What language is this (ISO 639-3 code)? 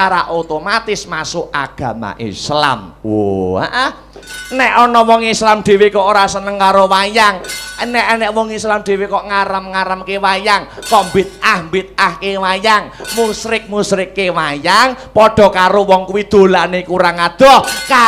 jav